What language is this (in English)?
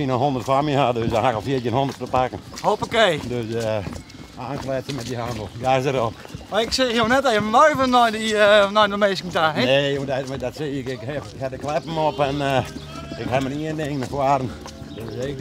Western Frisian